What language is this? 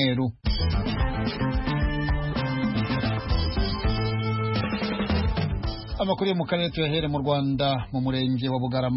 Kinyarwanda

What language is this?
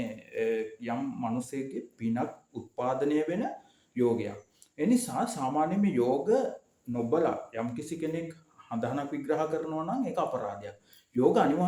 Sinhala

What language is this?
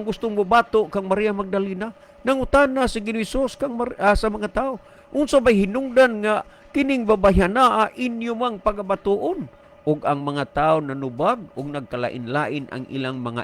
Cebuano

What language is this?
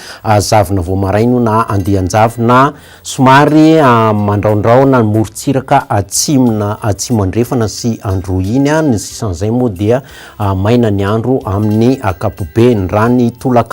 Malagasy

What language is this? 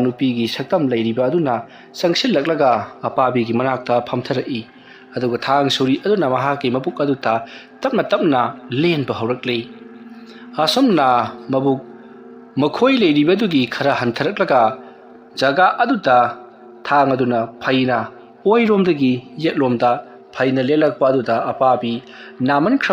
Manipuri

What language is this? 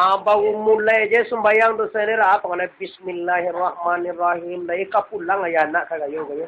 Minangkabau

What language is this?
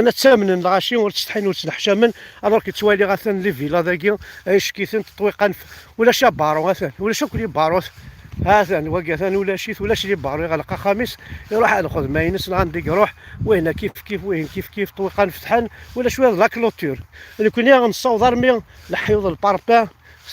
Kabyle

